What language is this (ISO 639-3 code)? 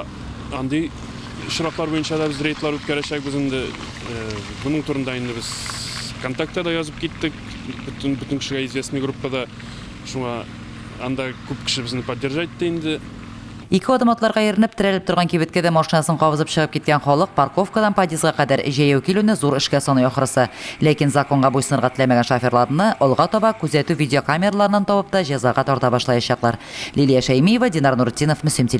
tat